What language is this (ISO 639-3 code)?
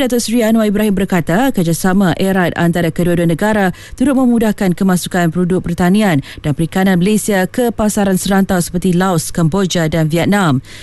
msa